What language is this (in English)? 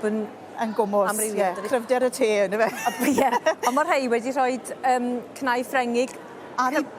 Welsh